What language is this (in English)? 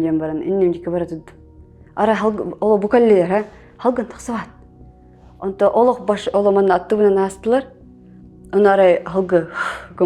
Yakut